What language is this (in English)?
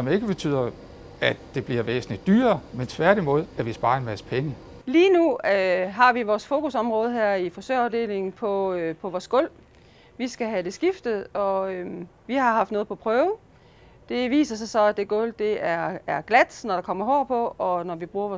Danish